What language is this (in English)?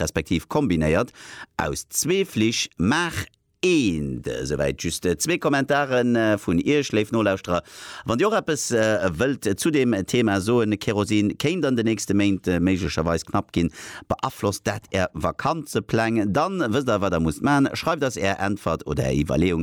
Luxembourgish